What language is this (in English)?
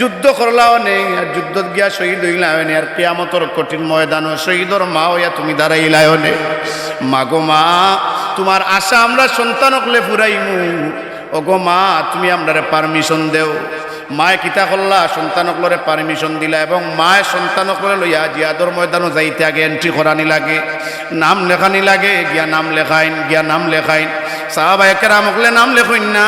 Sylheti